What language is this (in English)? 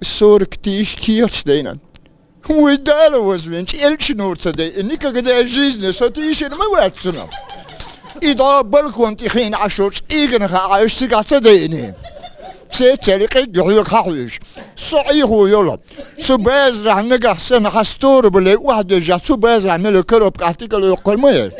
Chechen